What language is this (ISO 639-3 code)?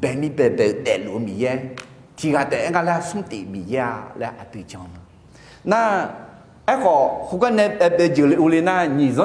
ahk